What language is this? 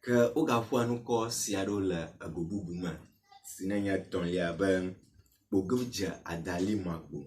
Ewe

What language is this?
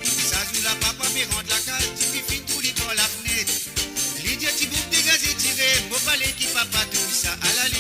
Morisyen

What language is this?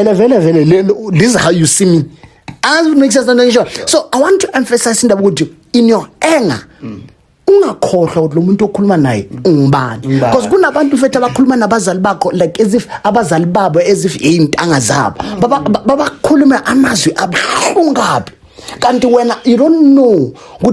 Zulu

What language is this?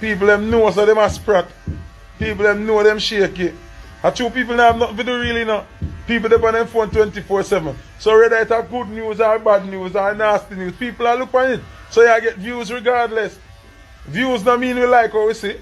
Jamaican Creole English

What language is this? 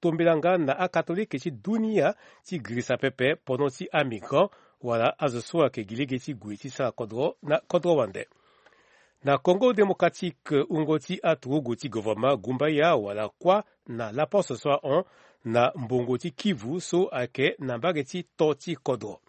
Sango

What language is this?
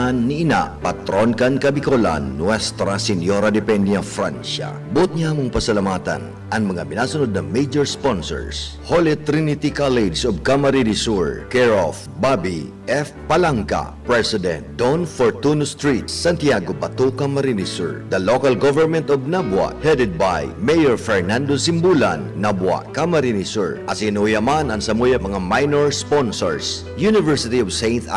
Bikol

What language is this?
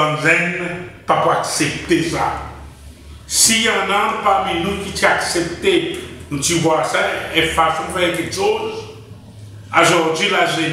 Seselwa Creole French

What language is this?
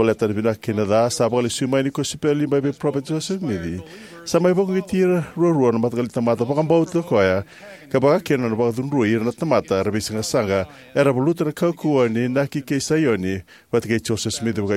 Fijian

